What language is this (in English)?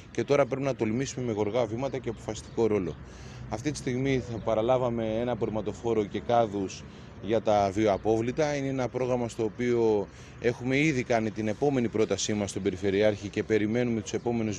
Greek